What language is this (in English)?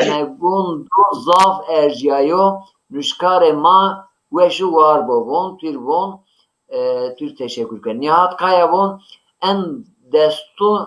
Zaza